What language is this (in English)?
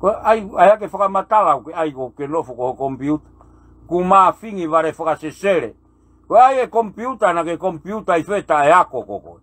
Tongan